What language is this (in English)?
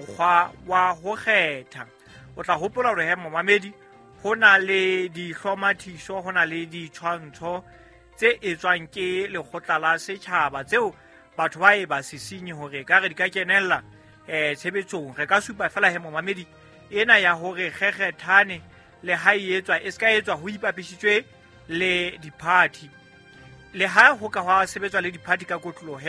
Southern Sotho